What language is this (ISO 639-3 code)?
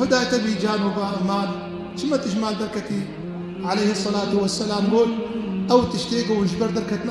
kur